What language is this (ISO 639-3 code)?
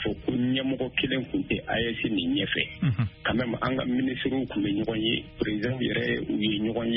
bam